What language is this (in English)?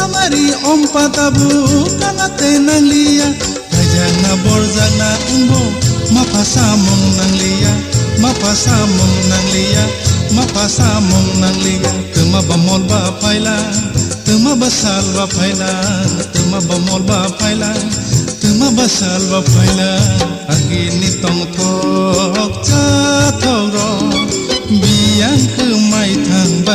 Kok Borok